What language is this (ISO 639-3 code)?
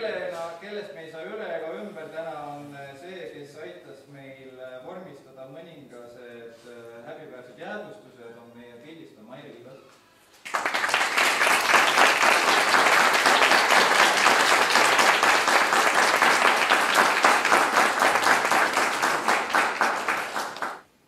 est